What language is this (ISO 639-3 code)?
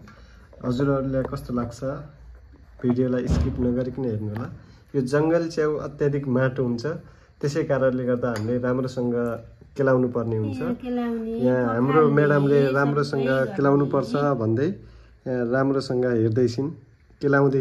nep